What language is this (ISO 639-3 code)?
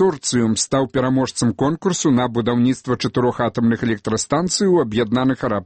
bel